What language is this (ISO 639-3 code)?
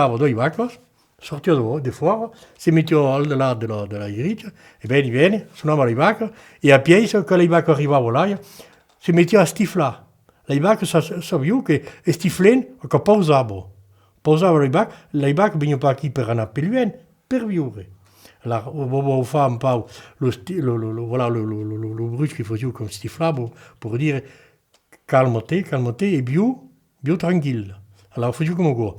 oci